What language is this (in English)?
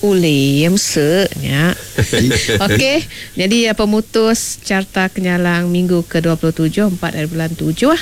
Iban